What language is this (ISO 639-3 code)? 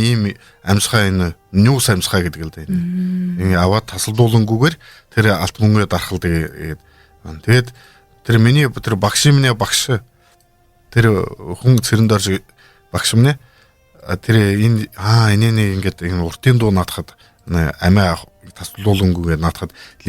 bua